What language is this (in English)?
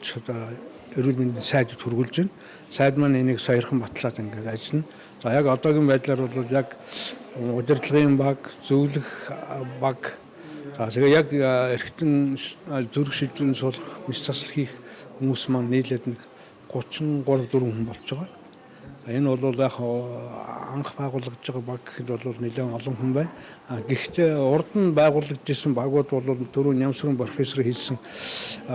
Mongolian